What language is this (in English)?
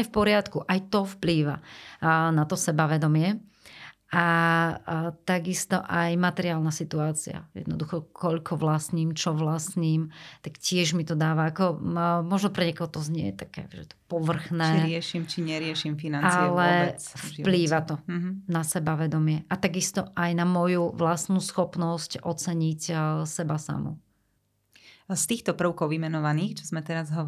Slovak